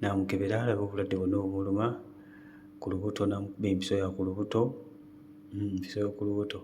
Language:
Ganda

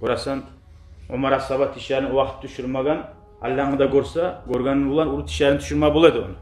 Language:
Kumyk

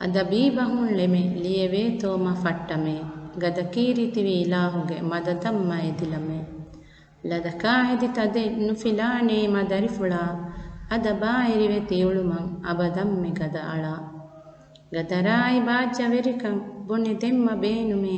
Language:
Divehi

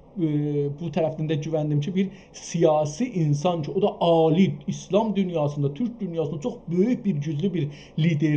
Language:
South Azerbaijani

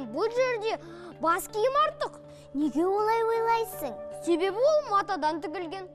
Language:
Kazakh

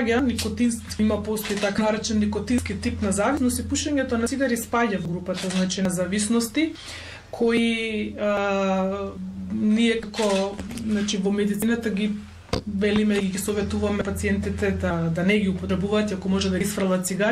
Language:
Macedonian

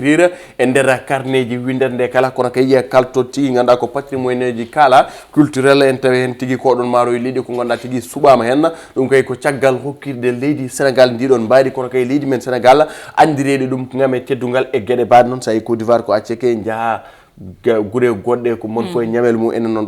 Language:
Fula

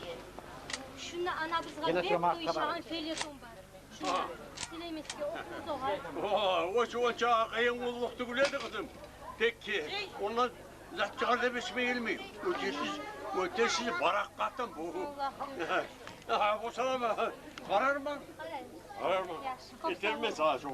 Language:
Kumyk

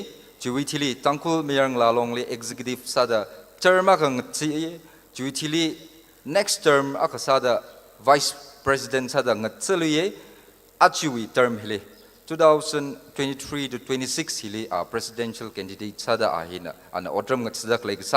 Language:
Tangkhul Naga (India)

